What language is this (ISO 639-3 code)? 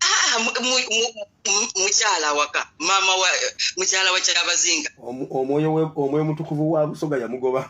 lug